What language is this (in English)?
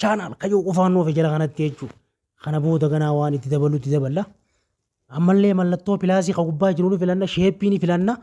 Oromo